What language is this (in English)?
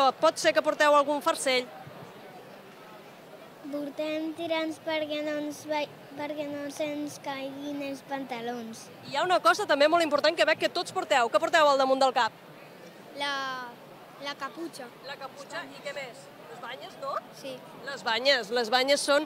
Catalan